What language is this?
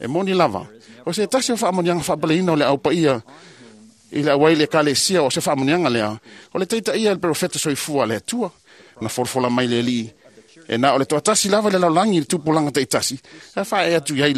Samoan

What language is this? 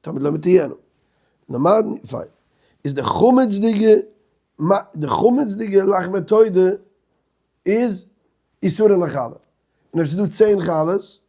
Yiddish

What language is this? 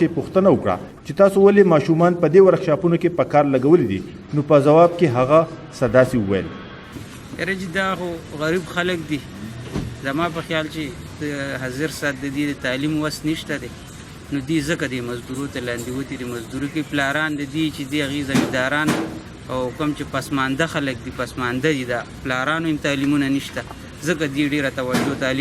Pashto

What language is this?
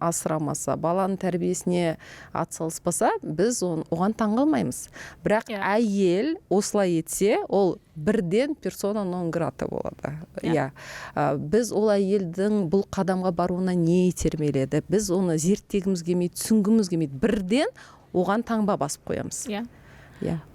Kazakh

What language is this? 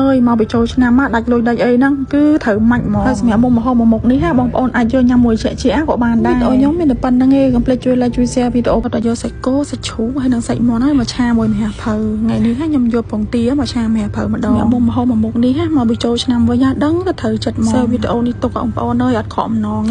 Khmer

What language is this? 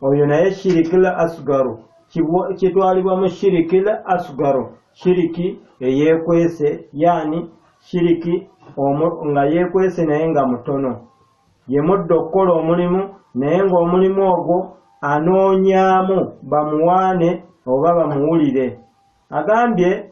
Ganda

